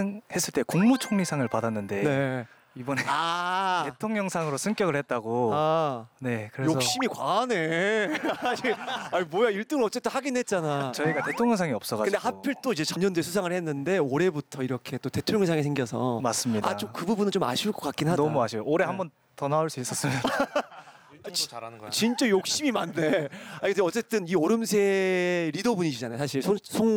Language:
Korean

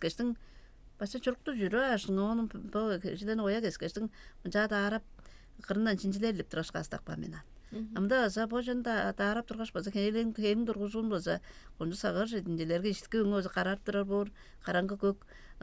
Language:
Tuvinian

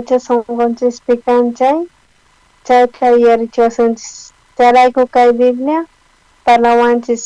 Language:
South Bolivian Quechua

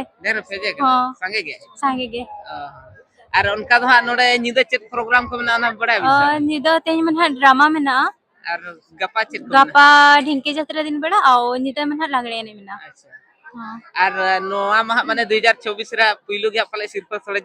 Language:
Santali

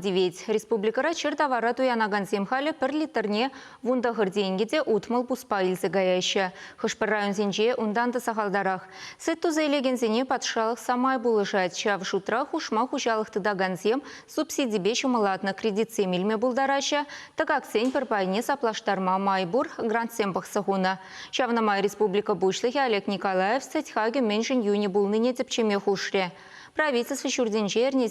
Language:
Chuvash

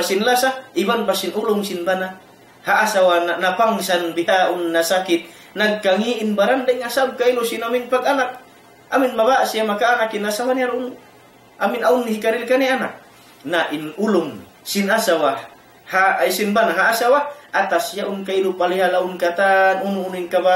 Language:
Tausug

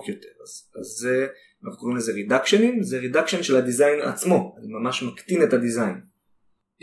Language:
Hebrew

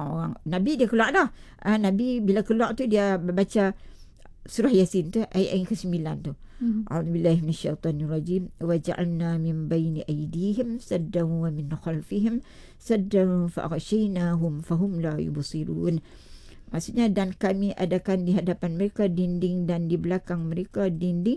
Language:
Malay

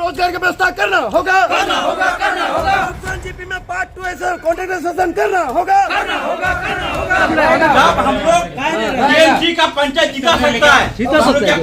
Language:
Sadri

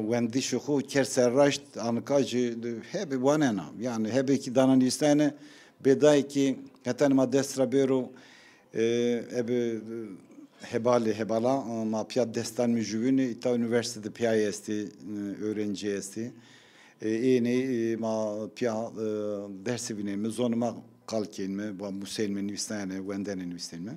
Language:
Zaza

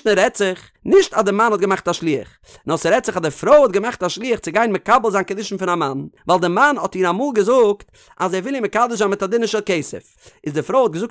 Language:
Yiddish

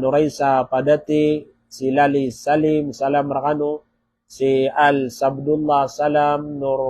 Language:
Maranao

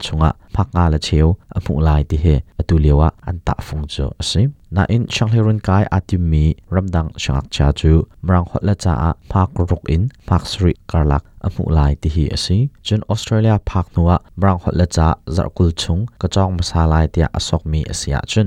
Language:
Hakha Chin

